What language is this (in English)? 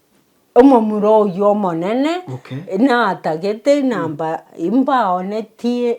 Gusii